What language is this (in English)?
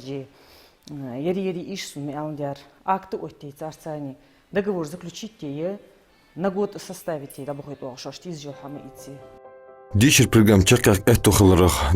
Ingush